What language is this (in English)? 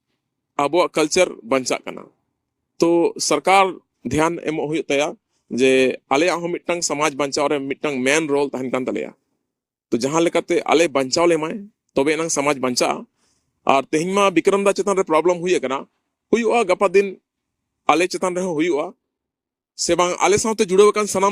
Santali